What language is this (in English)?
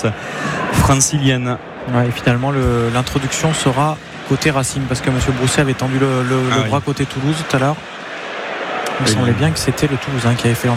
French